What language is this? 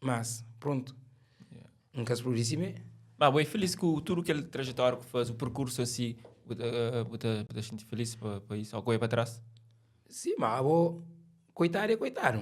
Kabuverdianu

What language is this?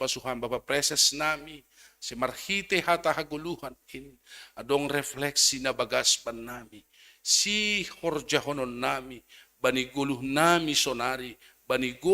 Batak Simalungun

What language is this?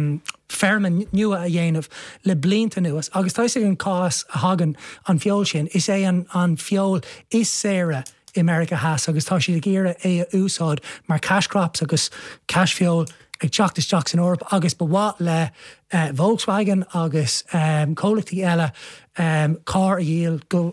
Irish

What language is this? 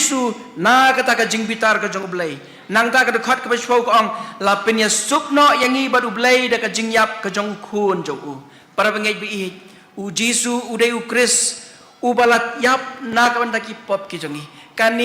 Khasi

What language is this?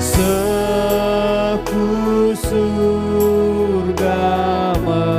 Batak Karo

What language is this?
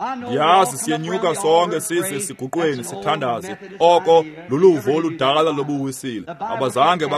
Xhosa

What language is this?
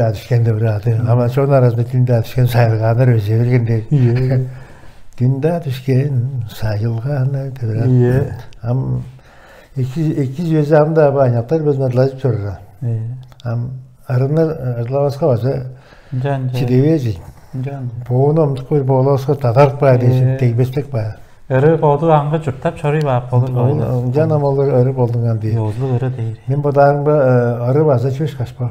Tuvinian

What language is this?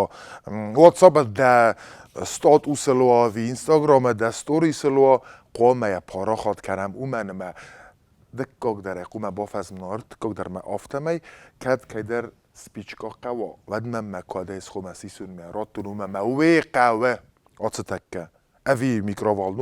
Ossetic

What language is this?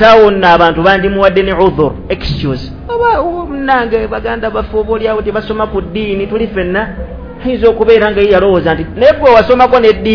Ganda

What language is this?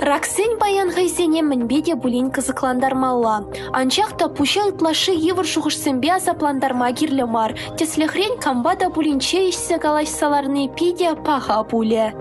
Chuvash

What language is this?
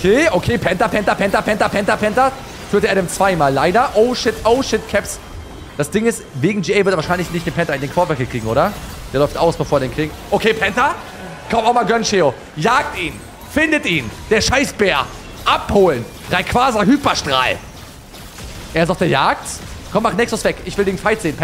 German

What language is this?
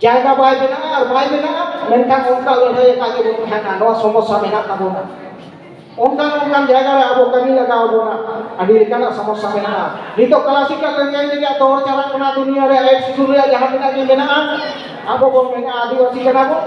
Santali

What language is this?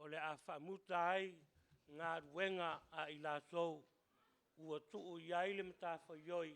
Samoan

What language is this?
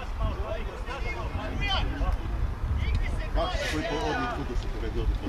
Serbian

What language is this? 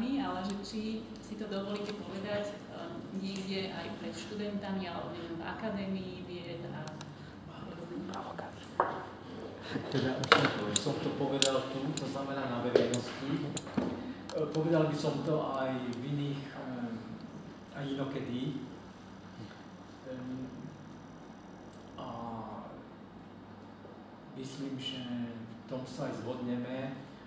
Slovak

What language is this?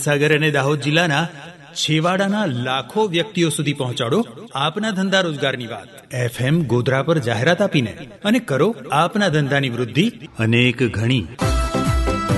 Gujarati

